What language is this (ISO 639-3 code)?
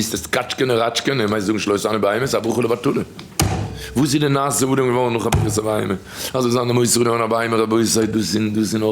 yid